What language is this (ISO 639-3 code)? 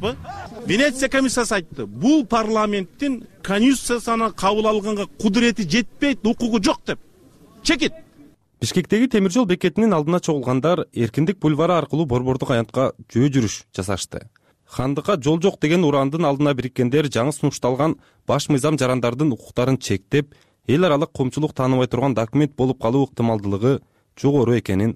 kir